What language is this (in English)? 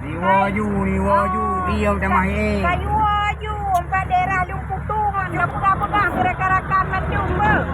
Achinese